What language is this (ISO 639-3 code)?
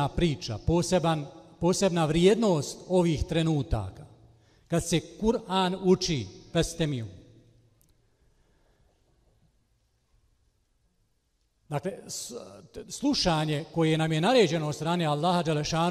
bos